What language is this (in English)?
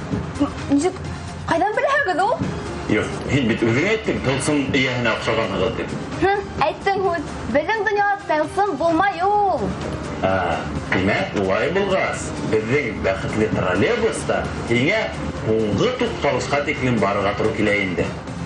Bashkir